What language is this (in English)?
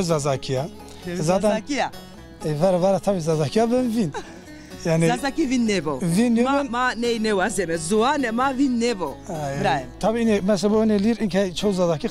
Zaza